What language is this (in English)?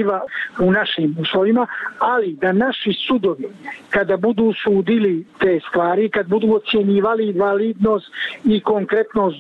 Bosnian